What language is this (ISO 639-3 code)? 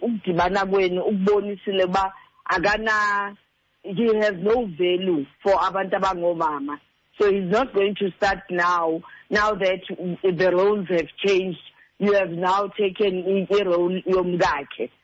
xho